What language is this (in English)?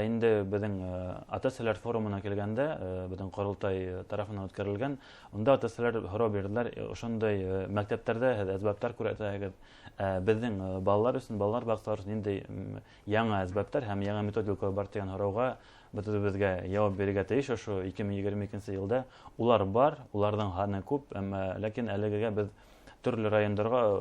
Bashkir